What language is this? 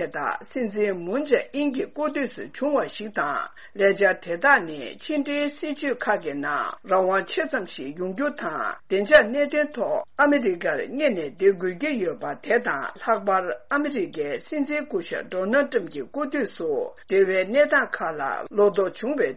Tibetan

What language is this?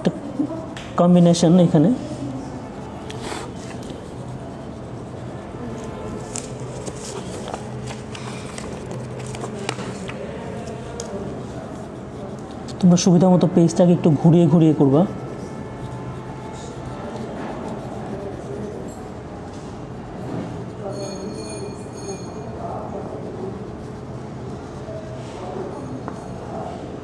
Bangla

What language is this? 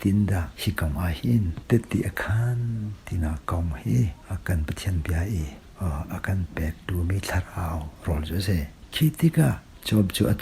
Hakha Chin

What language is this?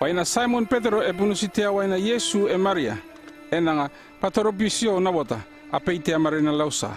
North Efate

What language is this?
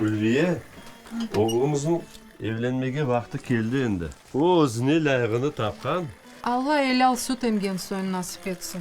Crimean Tatar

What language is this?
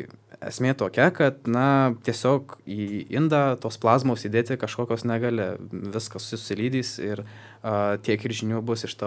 Lithuanian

